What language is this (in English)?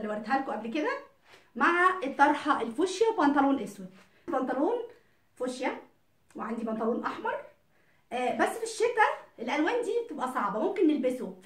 Egyptian Arabic